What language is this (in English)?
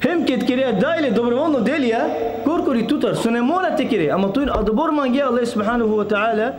Balkan Romani